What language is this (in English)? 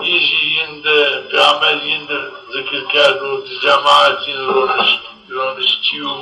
Zaza